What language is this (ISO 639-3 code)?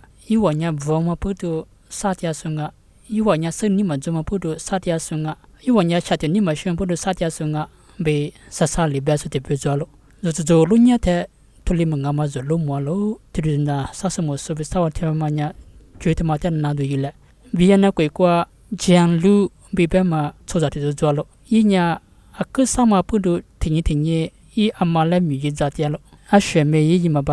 lis